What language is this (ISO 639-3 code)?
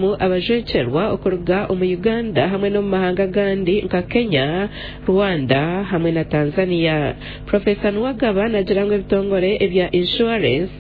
nyn